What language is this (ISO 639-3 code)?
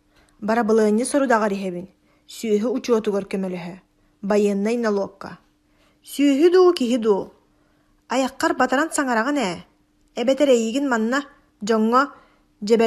sah